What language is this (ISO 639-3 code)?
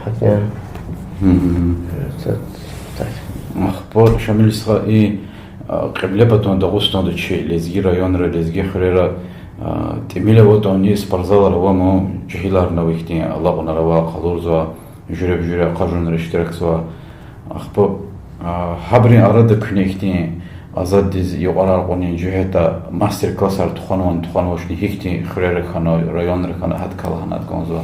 lez